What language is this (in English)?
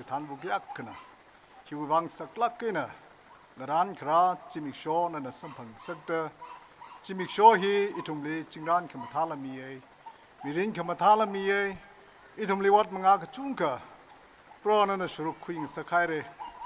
Tangkhul Naga (India)